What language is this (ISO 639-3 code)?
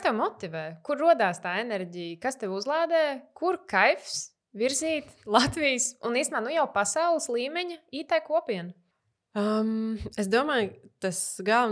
lav